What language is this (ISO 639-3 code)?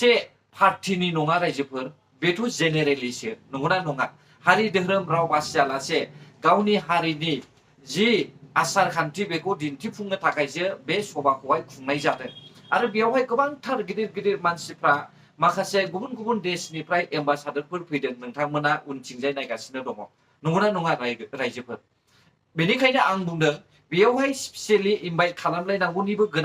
brx